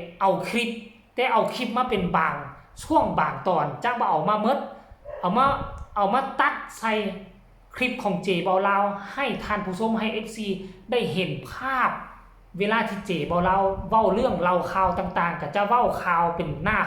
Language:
Northeastern Thai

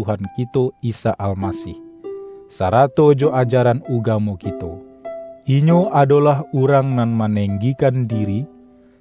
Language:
Minangkabau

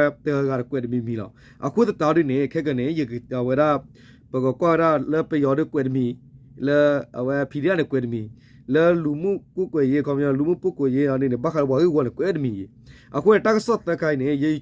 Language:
S'gaw Karen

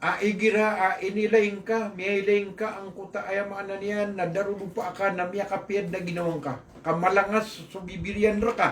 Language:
Maranao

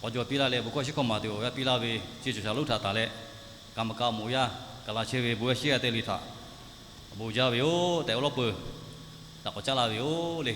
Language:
Lahu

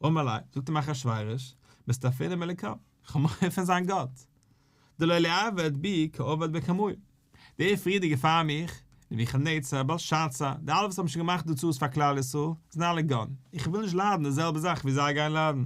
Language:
Yiddish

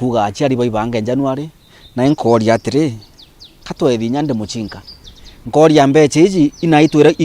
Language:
Meru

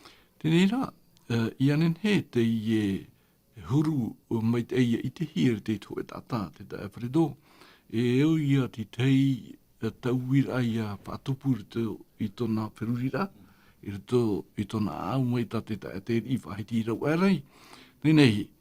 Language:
Tahitian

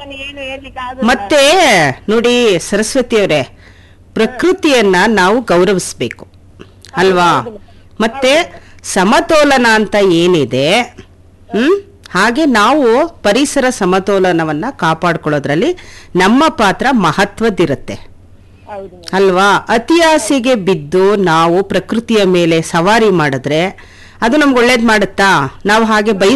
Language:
Kannada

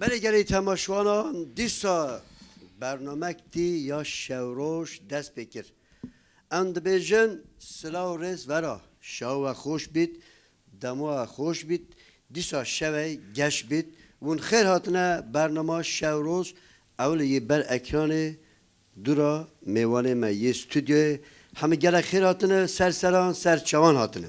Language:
Kurdish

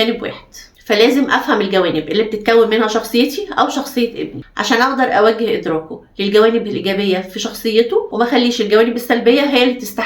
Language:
Egyptian Arabic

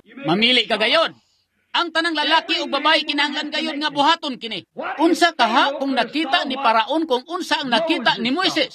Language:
Cebuano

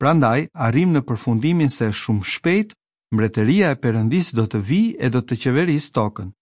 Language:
Albanian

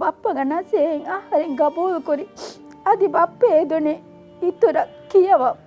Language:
Divehi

